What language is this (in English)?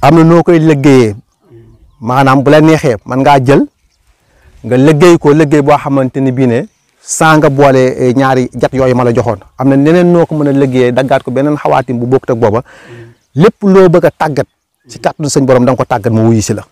Wolof